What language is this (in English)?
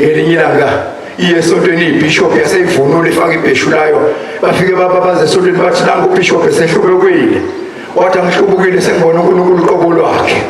Zulu